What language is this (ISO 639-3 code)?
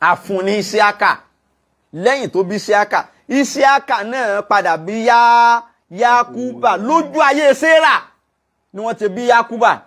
yor